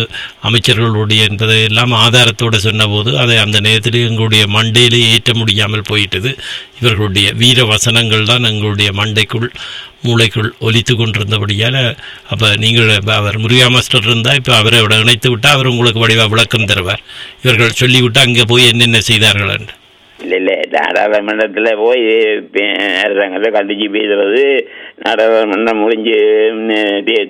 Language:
Tamil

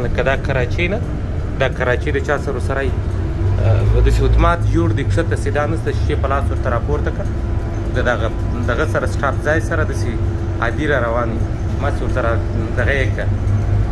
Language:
Pashto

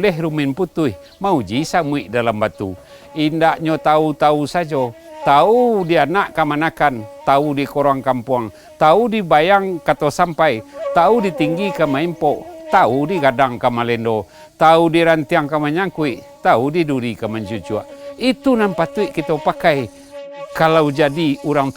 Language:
Minangkabau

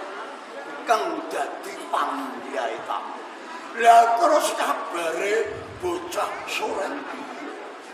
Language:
Javanese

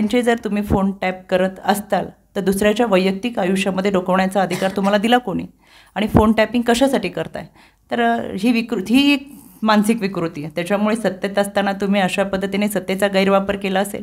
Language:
Marathi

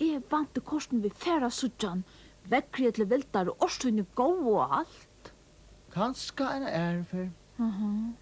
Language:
Faroese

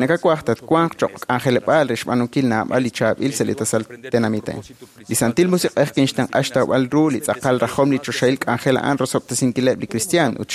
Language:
Kekchí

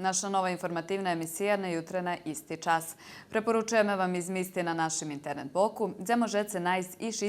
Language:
Rusyn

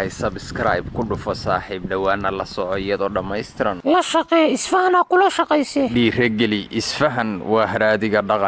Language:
Somali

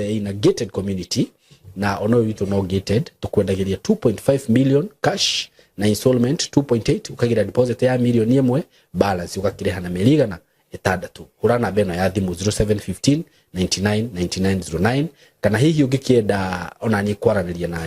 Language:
Kikuyu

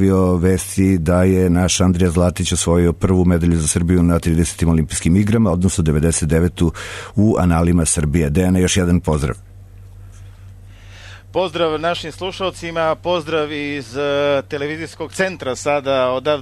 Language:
Serbian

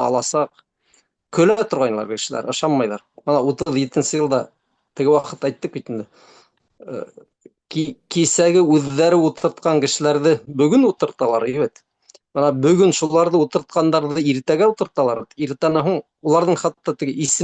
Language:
Bashkir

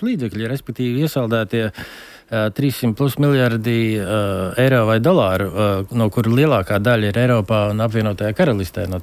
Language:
Latvian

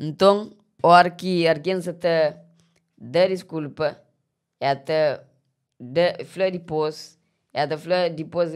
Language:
Kabuverdianu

